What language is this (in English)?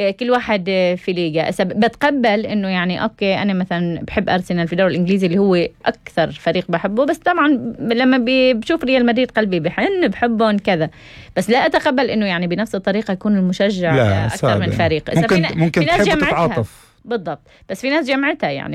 North Levantine Arabic